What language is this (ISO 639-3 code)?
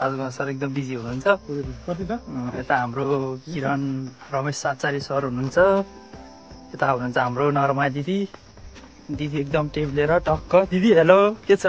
nep